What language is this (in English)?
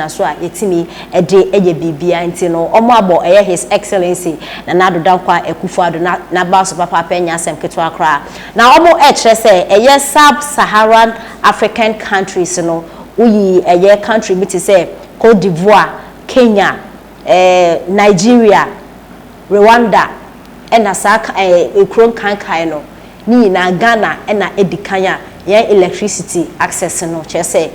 Akan